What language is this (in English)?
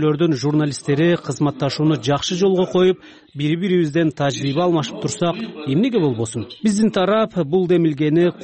Kyrgyz